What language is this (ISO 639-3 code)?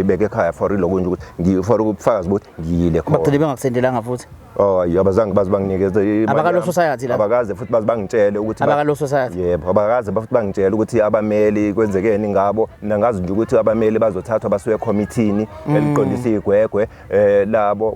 zul